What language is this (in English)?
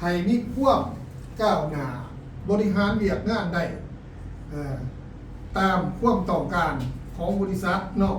Lao